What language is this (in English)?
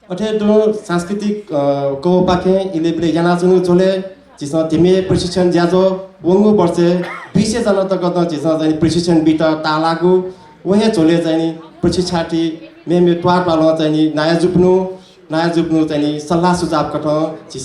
Newari